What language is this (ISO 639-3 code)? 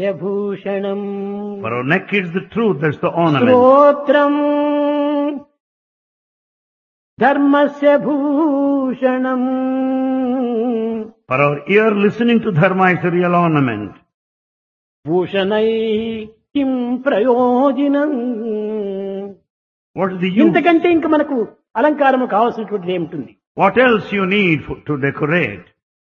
tel